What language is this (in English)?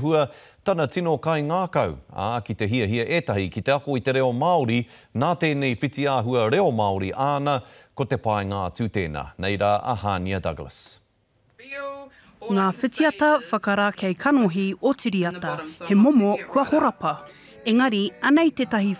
Māori